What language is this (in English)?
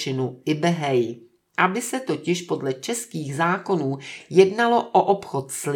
Czech